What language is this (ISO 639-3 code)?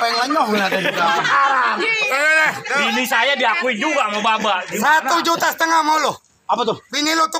bew